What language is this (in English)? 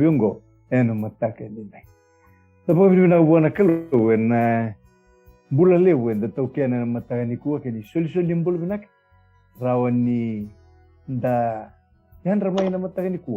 Fijian